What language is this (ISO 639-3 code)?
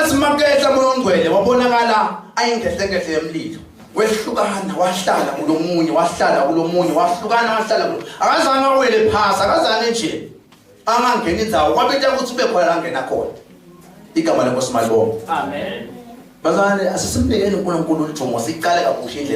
zul